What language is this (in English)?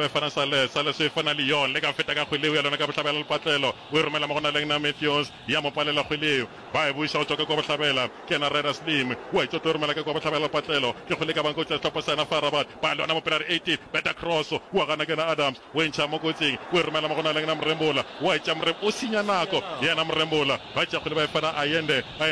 Northern Sotho